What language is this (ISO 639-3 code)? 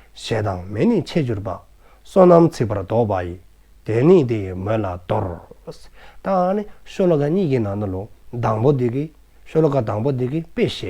dzo